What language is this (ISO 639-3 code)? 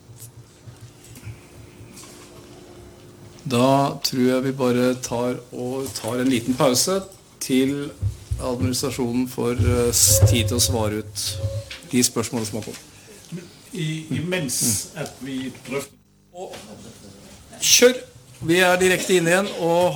nor